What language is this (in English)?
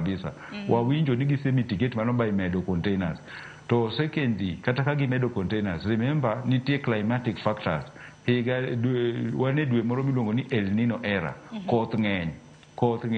Luo (Kenya and Tanzania)